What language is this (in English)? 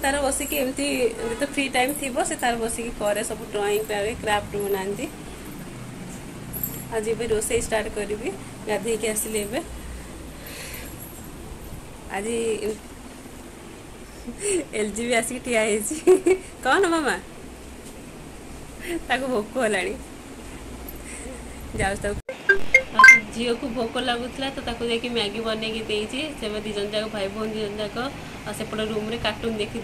Odia